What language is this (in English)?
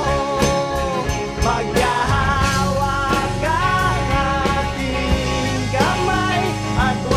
Filipino